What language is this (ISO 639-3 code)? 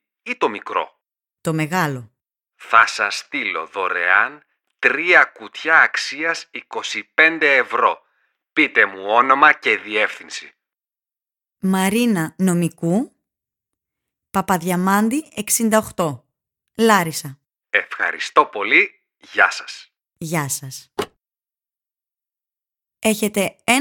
ell